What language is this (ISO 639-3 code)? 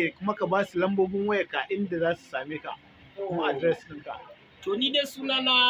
hau